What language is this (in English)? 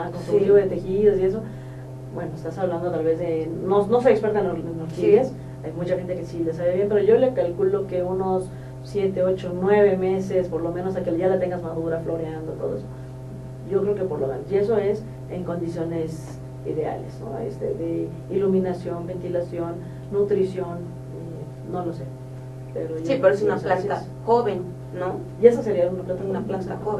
Spanish